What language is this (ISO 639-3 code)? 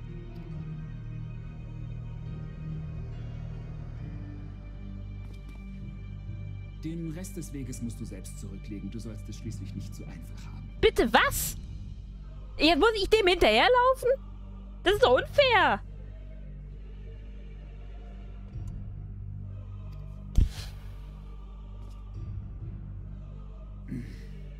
deu